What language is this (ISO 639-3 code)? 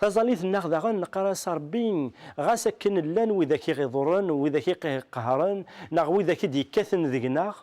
kab